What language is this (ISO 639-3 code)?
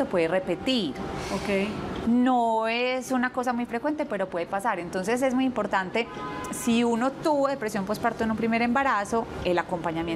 spa